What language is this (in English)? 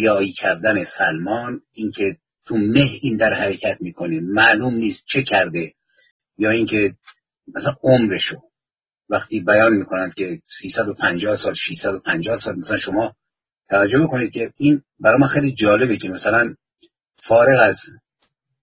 Persian